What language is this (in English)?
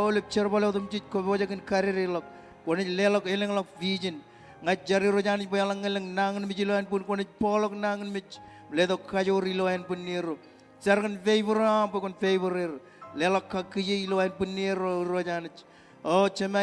Marshallese